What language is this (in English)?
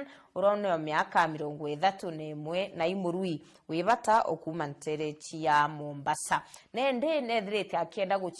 Meru